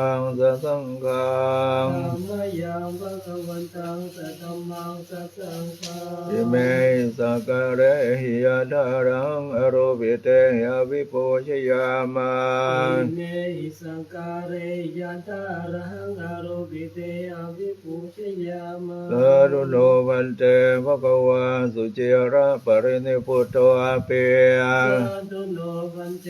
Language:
Pali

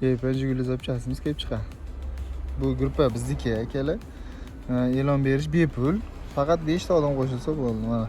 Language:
Uzbek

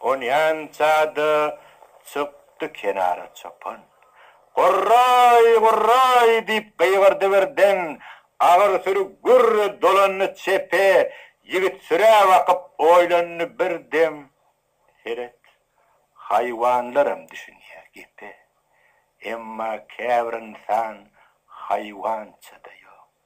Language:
Turkmen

